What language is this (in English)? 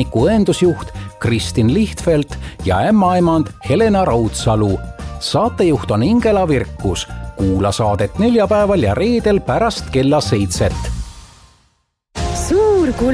Estonian